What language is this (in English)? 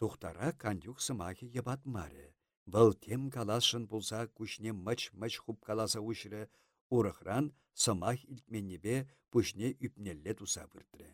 Chuvash